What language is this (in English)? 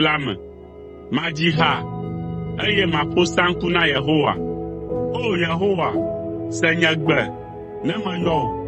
Ewe